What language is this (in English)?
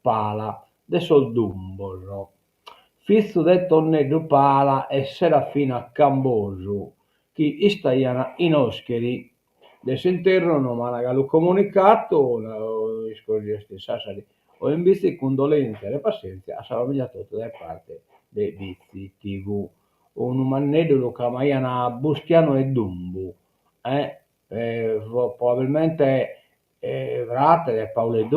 Sardinian